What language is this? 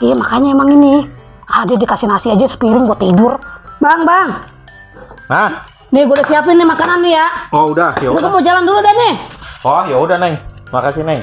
Betawi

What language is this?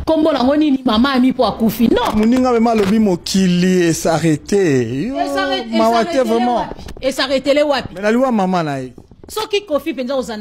Lingala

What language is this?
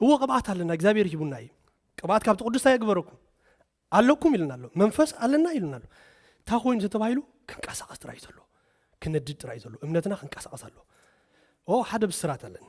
Tigrinya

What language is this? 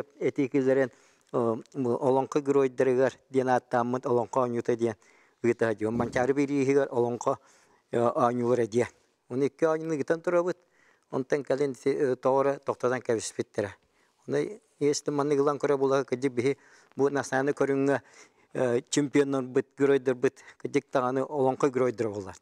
Yakut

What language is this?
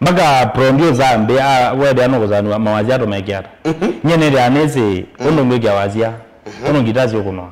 Kamba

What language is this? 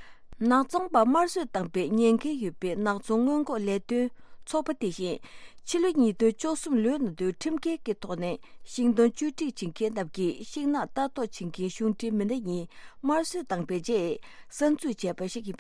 Tibetan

